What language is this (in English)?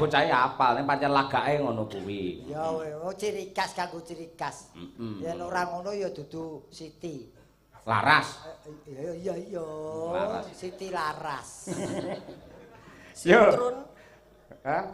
Javanese